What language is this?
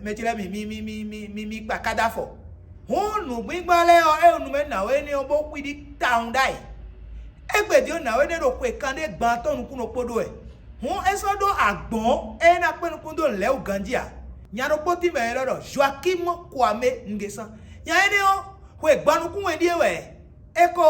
Fon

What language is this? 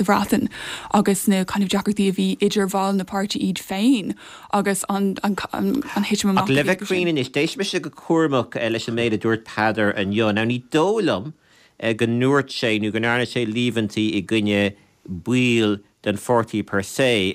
Irish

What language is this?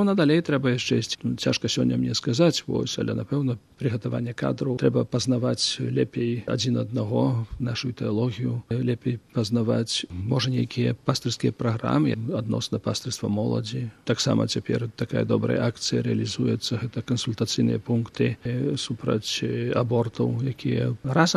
Belarusian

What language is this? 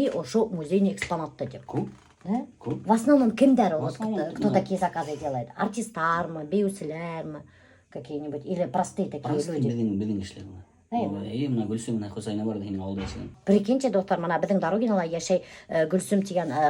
Bashkir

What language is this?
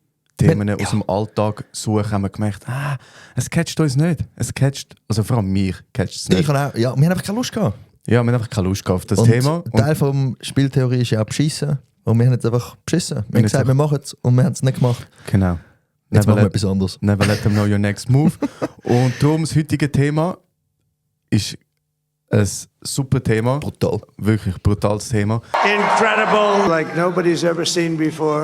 Swiss German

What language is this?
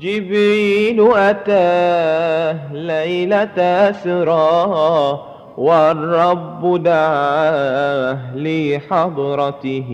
Madurese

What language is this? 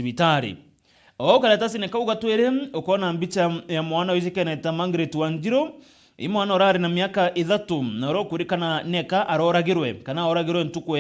Meru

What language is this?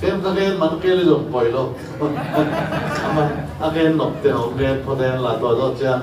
Tedim Chin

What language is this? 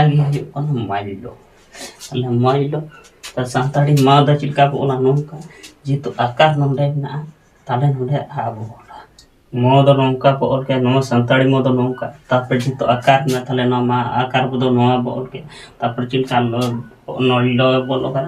Santali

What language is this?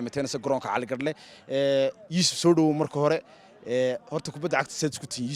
Somali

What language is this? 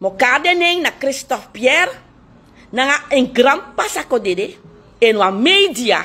Sranan Tongo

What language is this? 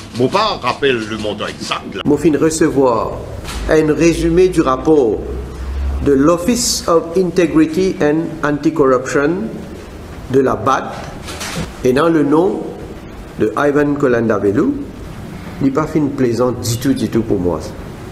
Morisyen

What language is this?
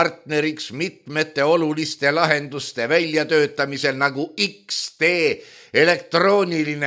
Estonian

